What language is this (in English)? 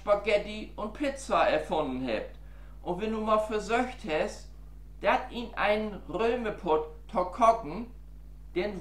Low German